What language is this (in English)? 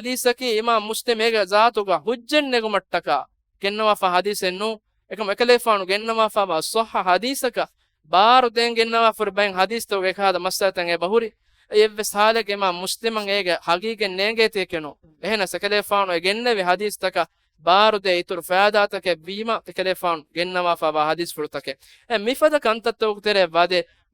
Divehi